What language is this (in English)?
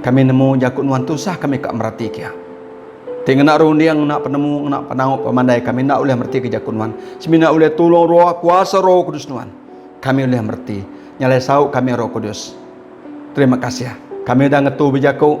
Iban